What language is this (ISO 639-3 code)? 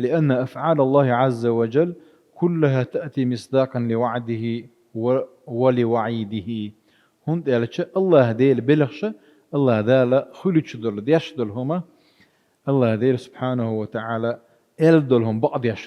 che